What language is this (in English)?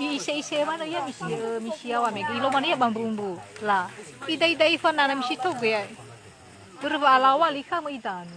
Nias